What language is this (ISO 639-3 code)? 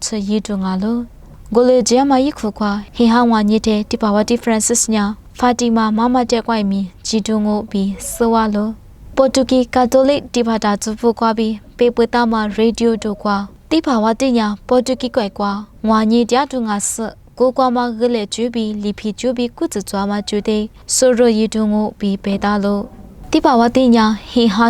lis